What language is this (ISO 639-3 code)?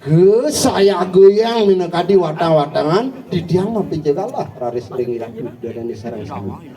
ban